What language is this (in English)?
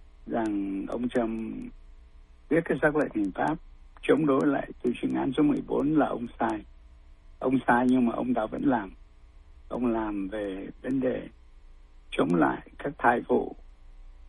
Vietnamese